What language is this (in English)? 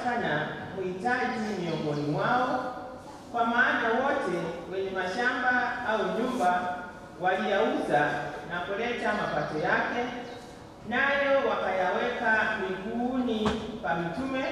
Swahili